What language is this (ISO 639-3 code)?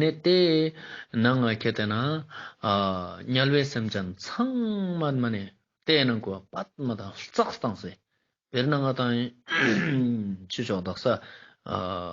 lbj